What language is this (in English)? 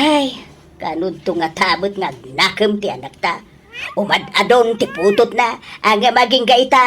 Iloko